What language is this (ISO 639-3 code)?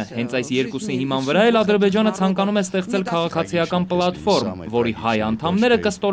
hye